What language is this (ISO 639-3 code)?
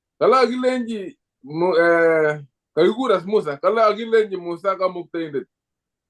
kln